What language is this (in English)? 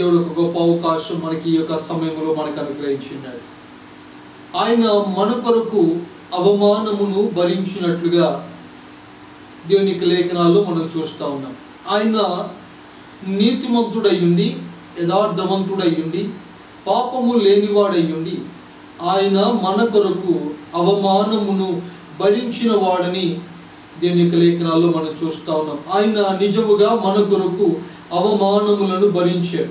Telugu